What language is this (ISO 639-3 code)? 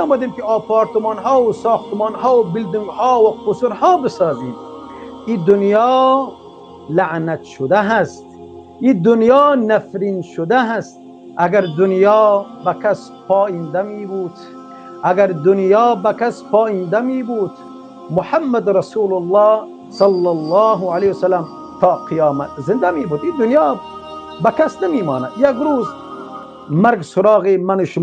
fas